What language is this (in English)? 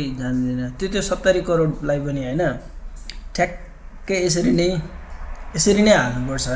Nepali